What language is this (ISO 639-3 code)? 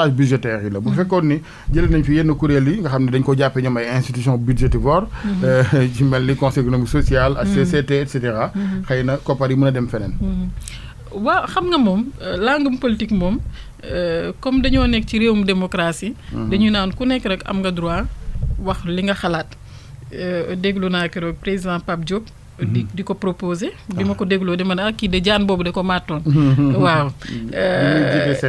wol